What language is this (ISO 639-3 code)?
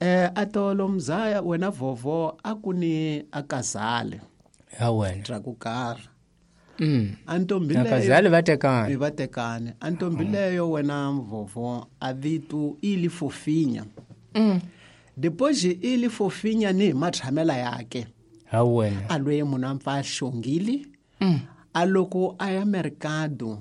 tso